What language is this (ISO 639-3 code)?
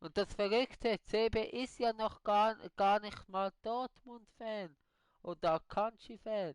gsw